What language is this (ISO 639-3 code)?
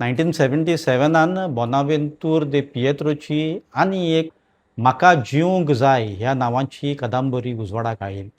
kok